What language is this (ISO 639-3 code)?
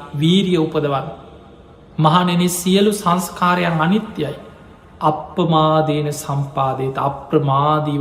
sin